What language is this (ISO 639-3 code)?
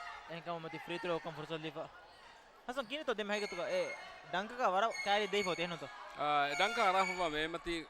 div